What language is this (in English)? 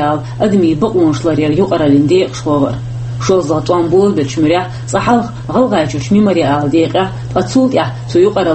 Chechen